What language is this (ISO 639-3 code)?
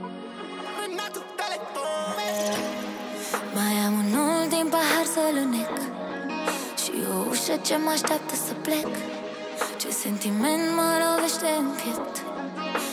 ron